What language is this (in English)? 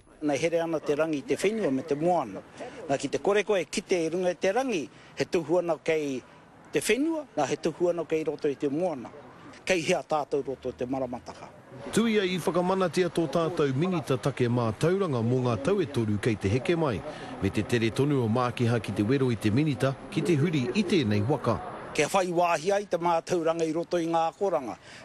Māori